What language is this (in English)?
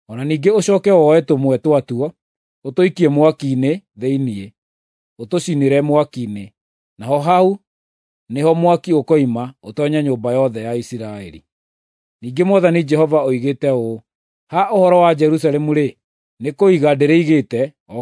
Kikuyu